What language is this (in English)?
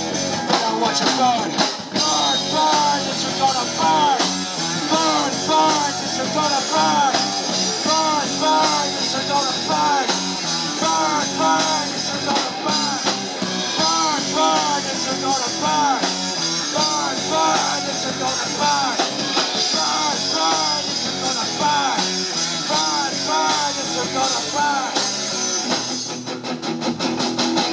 English